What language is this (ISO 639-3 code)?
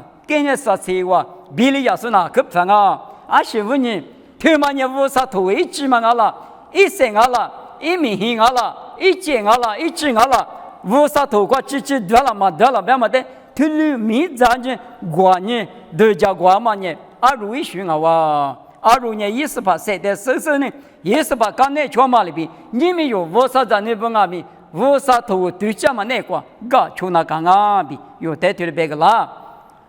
lis